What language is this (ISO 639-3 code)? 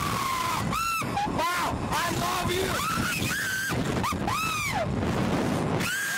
eng